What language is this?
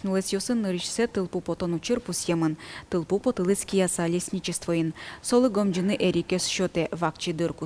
Udmurt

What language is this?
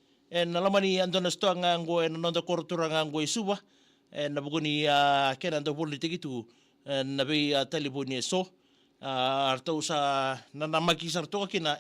Fijian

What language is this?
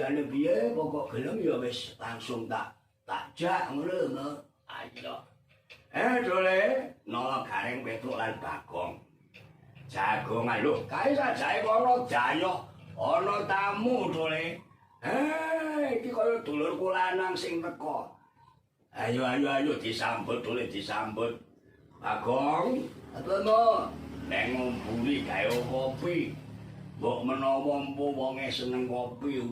Javanese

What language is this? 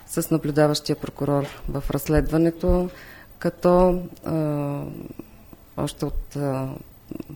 Bulgarian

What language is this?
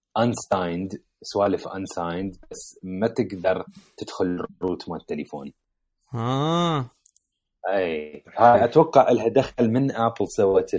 Mesopotamian Arabic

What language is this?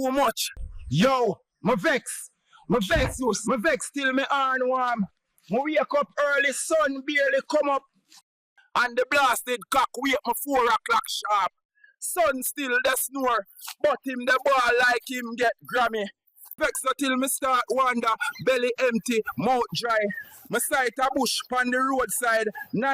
Jamaican Creole English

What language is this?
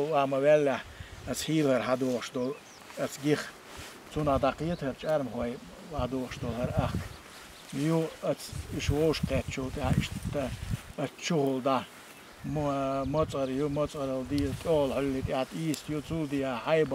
Chechen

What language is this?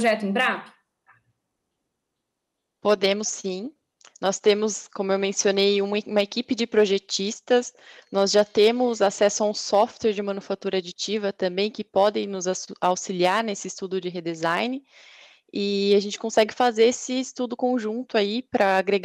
Portuguese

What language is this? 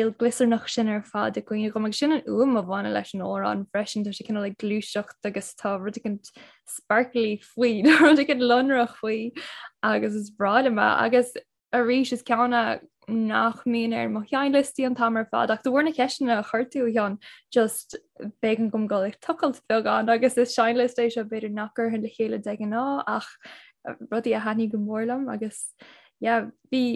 Irish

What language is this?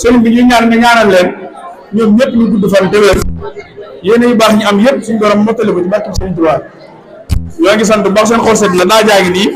Wolof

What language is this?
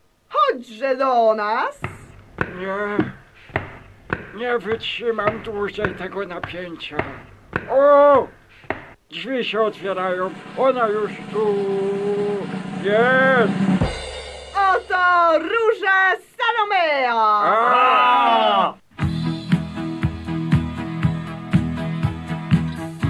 Polish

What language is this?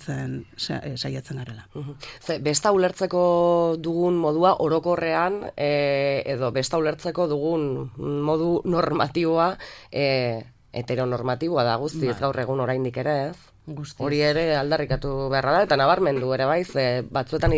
Basque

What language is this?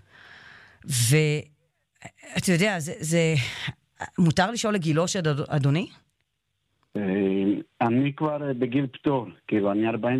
Hebrew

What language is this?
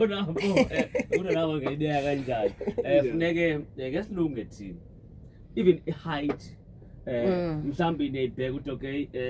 Zulu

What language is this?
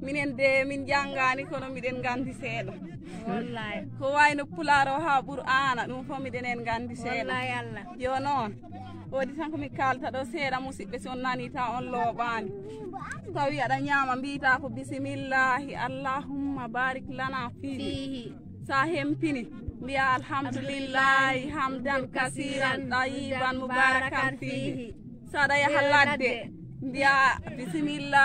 Fula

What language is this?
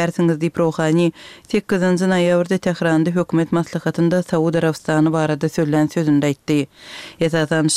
Turkmen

